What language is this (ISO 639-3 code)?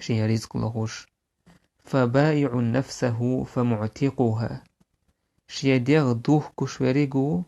che